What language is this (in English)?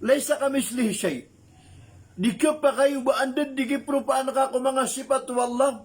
Maranao